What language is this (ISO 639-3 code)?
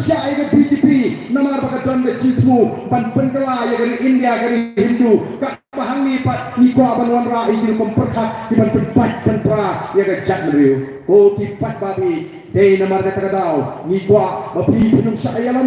kha